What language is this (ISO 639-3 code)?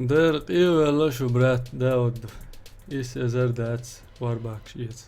che